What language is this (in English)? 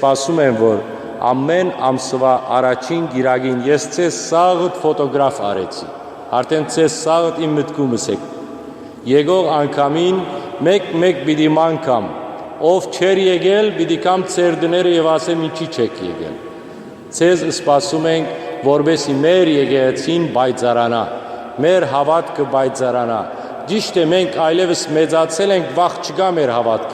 Western Armenian